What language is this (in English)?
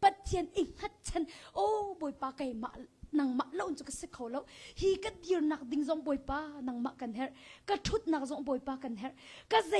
Hakha Chin